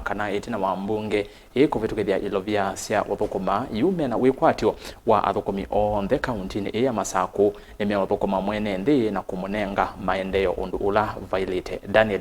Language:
Kamba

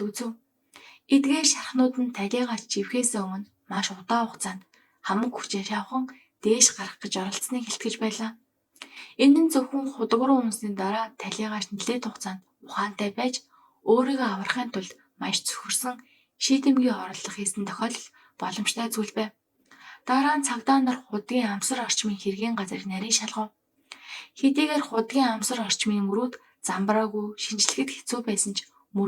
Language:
Mongolian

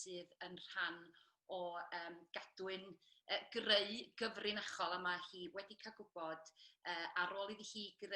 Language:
Welsh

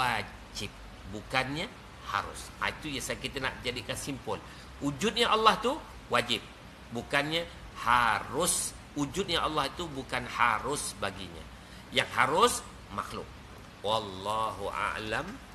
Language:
Malay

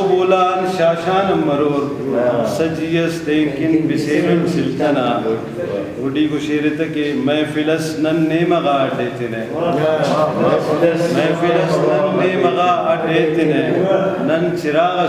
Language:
Brahui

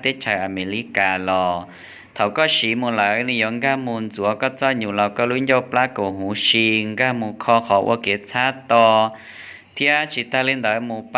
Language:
Hmong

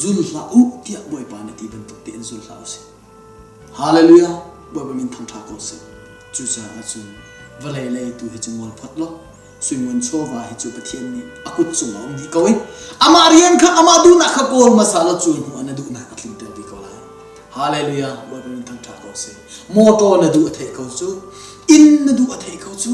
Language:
Hakha Chin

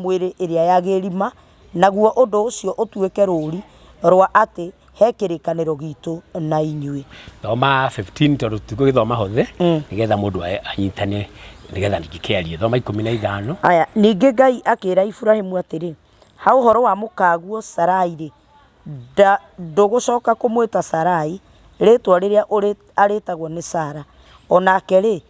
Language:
Kikuyu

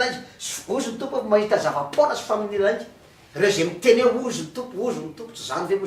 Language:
Malagasy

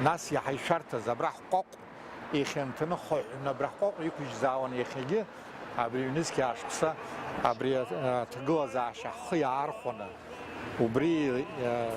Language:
Abkhazian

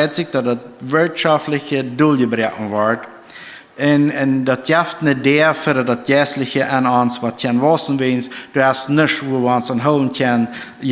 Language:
Plautdietsch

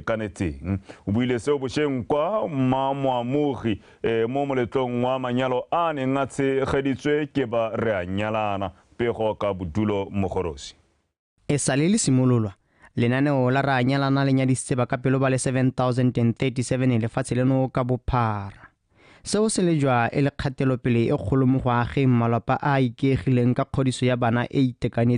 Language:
Tswana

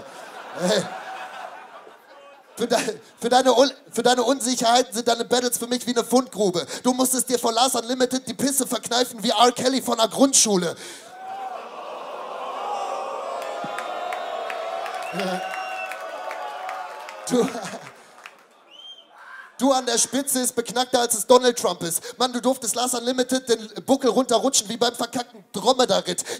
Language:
German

